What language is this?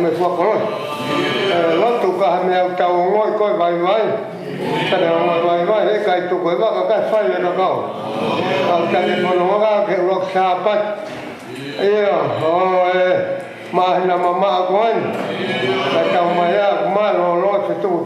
Tongan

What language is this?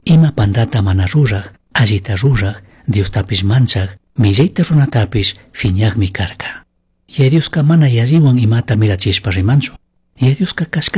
Chimborazo Highland Quichua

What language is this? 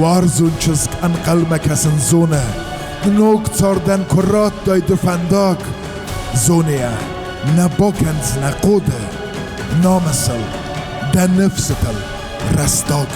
Ossetic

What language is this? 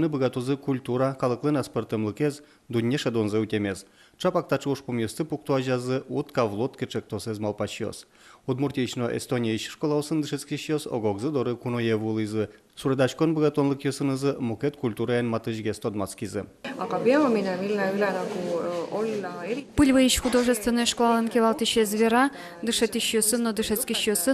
Udmurt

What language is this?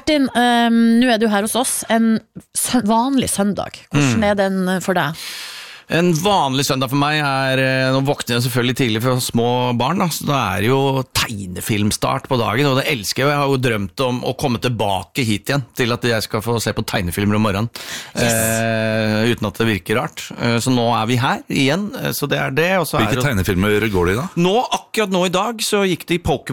Norwegian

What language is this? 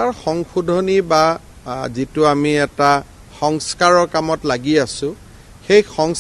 Assamese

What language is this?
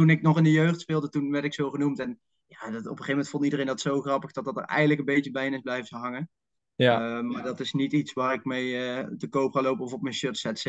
Dutch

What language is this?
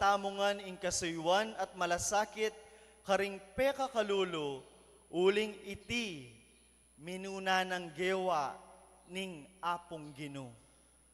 Pampanga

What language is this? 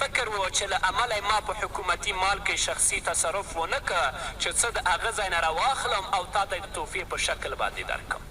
Pashto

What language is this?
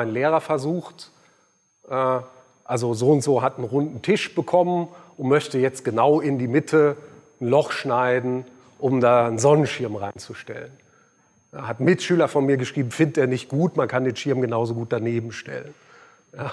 German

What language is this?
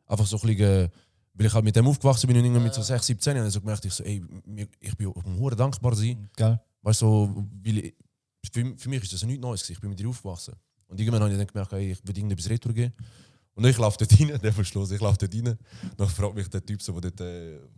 Swiss German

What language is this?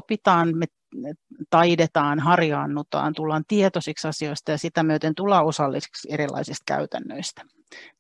Finnish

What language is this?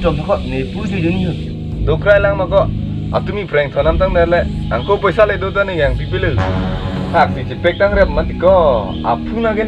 Karbi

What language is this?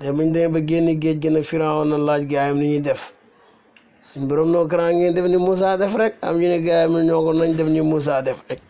Wolof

